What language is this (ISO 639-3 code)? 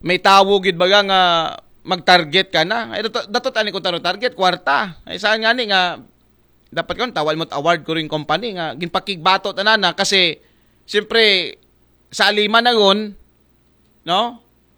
akl